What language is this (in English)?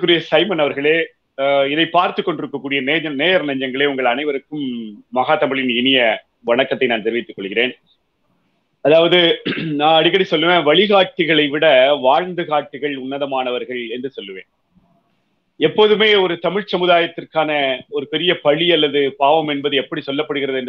Tamil